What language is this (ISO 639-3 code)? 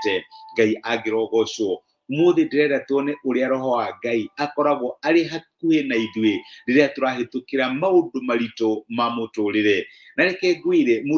kik